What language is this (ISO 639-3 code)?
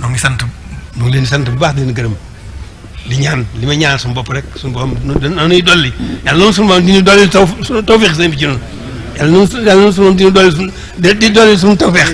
wol